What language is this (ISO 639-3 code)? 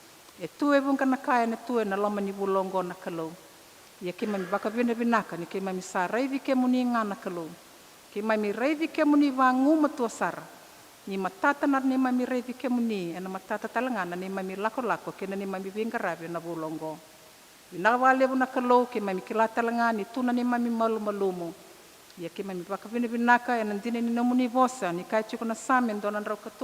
fij